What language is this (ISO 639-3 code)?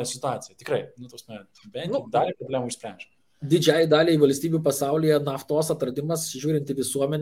lit